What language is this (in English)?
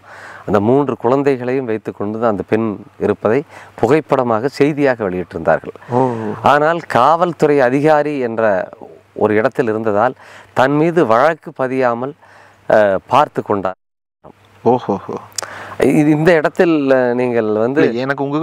Tamil